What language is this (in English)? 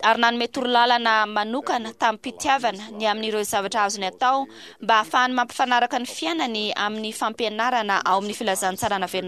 Malagasy